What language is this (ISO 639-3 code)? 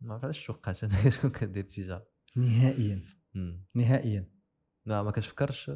ary